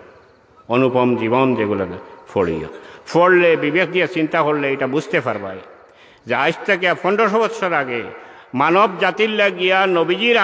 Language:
Sylheti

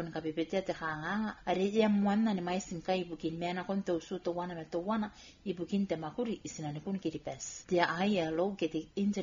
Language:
Gilbertese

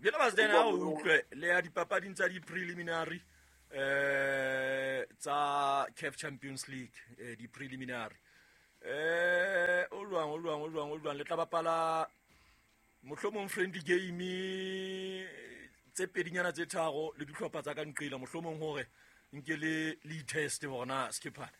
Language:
Southern Sotho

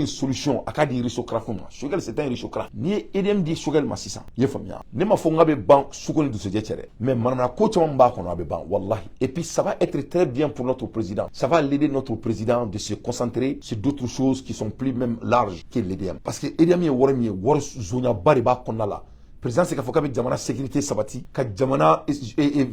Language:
Bambara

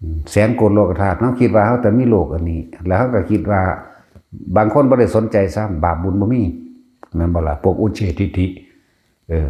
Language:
Northeastern Thai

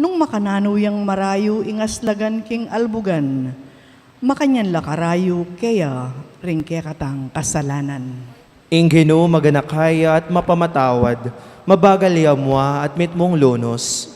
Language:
Pampanga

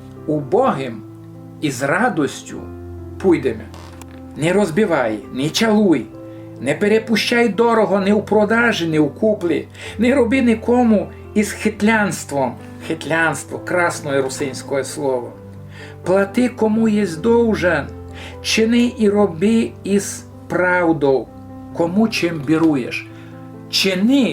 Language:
Rusyn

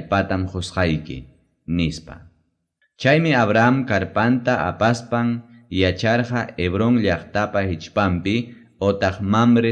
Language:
Ayacucho Quechua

